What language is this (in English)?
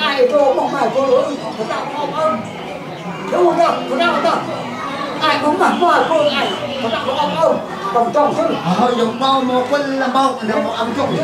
Central Mnong